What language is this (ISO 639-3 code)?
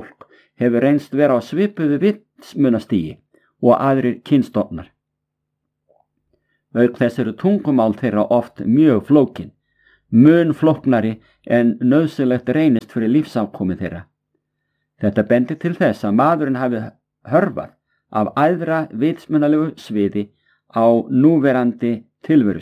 isl